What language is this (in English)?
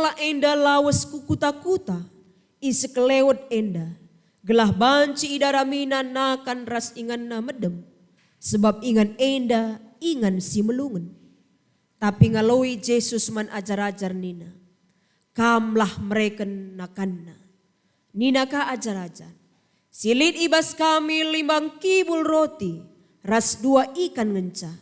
Batak Karo